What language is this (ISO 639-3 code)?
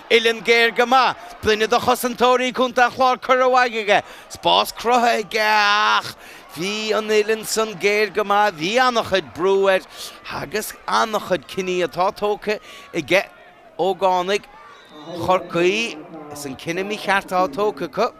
gle